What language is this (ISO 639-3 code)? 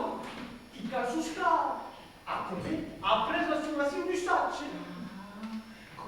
oci